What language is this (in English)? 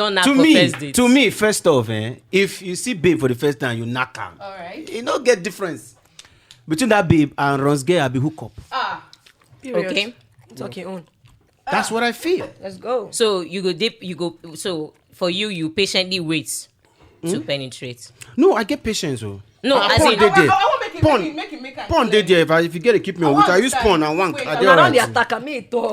Nigerian Pidgin